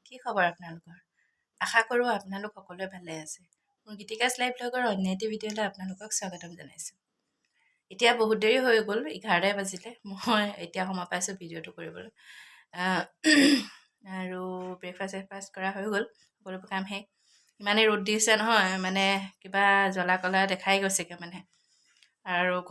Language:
Assamese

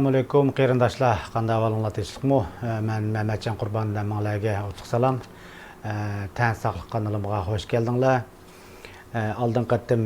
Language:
Uyghur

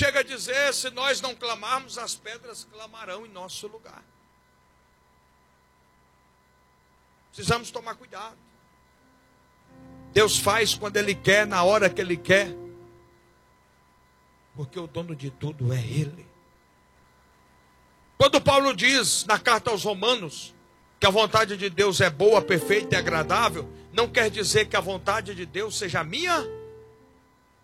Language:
Portuguese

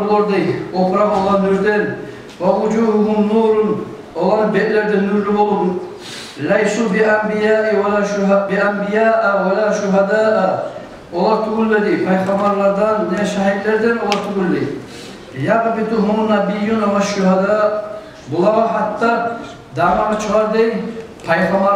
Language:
Kumyk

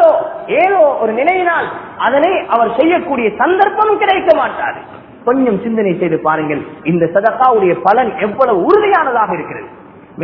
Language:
Tamil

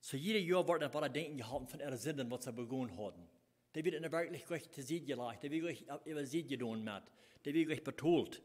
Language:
Plautdietsch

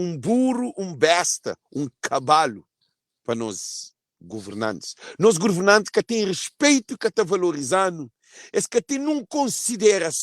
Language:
Kabuverdianu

